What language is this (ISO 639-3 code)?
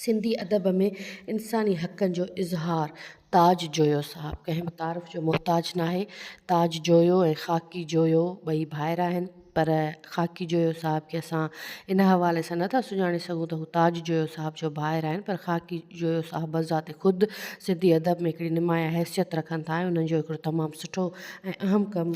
snd